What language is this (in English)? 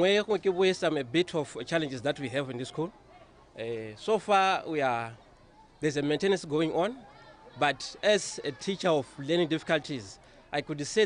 Tswana